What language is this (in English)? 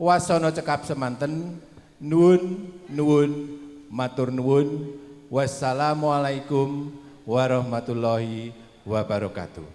Javanese